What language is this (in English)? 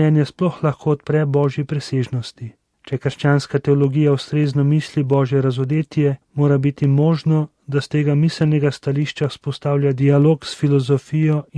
Slovenian